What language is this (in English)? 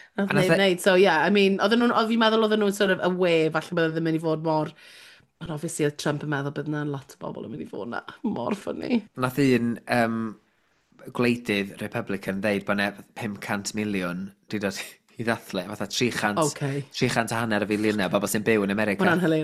Welsh